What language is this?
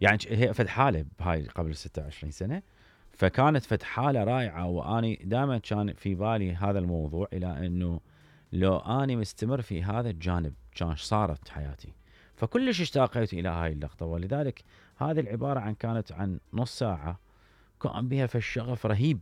Mesopotamian Arabic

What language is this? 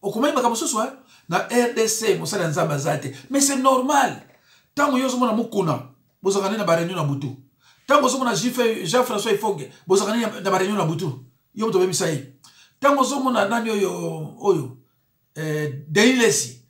Lingala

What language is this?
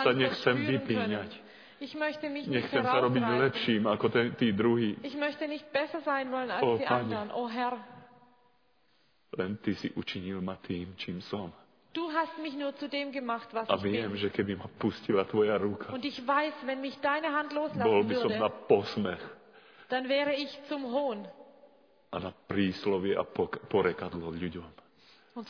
Slovak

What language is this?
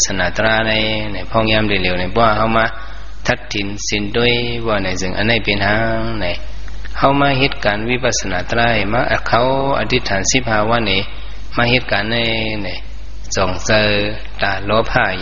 Shan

